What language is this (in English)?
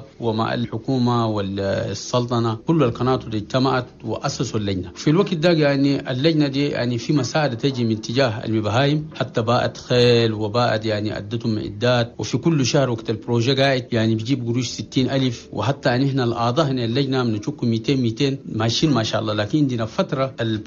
Chadian Arabic